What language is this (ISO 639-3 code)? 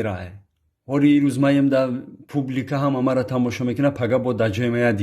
tgk